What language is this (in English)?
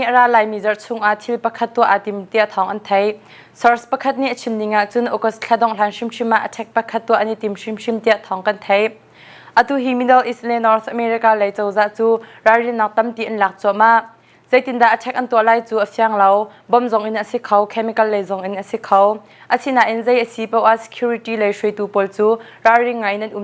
Hakha Chin